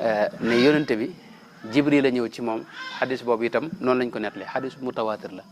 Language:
Wolof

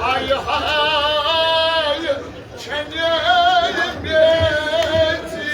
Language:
Kashmiri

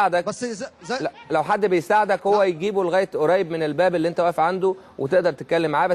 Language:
Egyptian Arabic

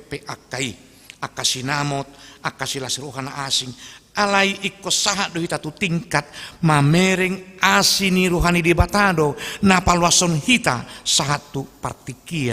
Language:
Batak Toba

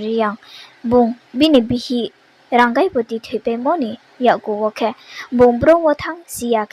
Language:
Riang (India)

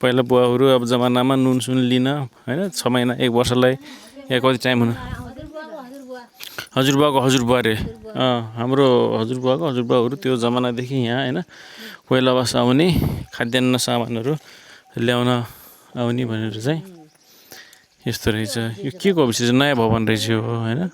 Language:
Nepali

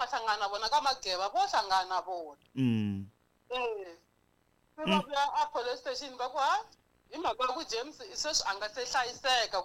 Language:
Tsonga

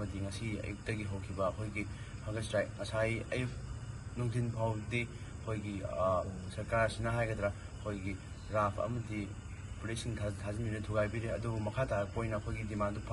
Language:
Manipuri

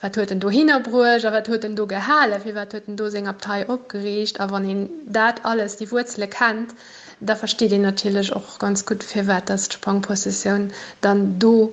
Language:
Luxembourgish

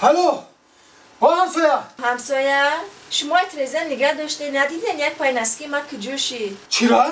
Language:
Tajik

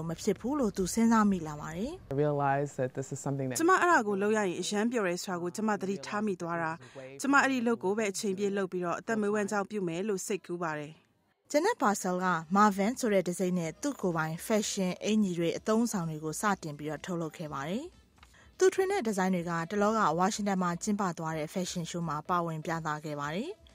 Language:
Burmese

